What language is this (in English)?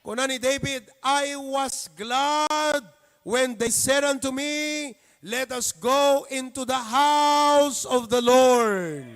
Iloko